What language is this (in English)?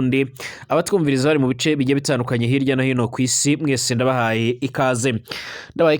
Rundi